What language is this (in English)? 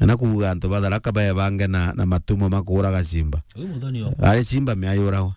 Meru